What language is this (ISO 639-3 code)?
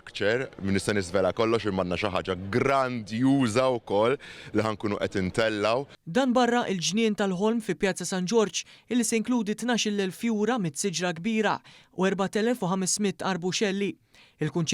mlt